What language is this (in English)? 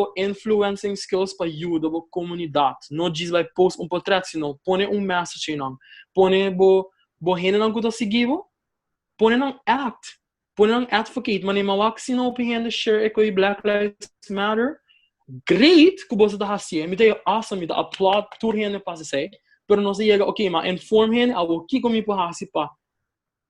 Papiamento